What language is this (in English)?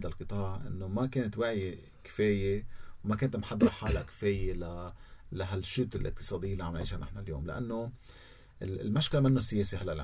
North Levantine Arabic